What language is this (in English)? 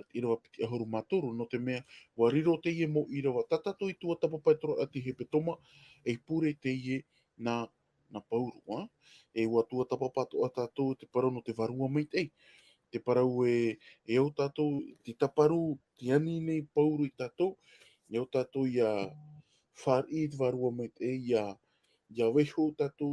Tahitian